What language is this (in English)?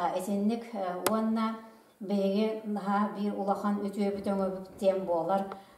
Yakut